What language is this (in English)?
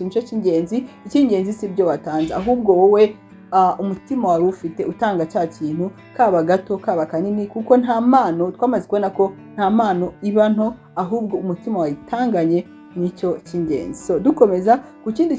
Kinyarwanda